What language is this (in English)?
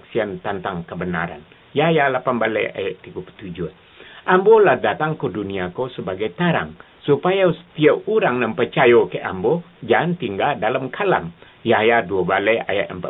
Minangkabau